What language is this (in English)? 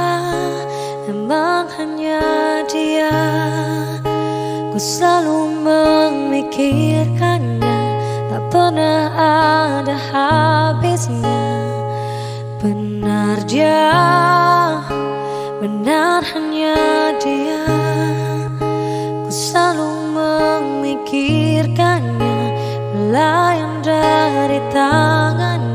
Indonesian